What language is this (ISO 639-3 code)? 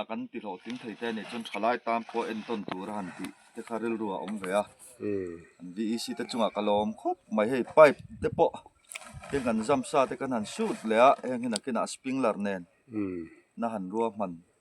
lus